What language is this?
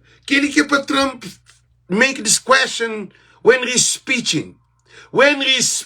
Kabuverdianu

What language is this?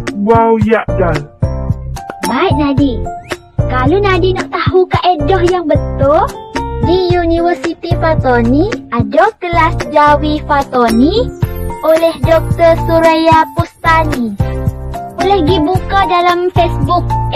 Malay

